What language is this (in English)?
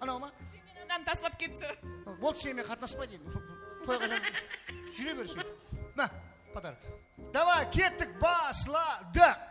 Kara-Kalpak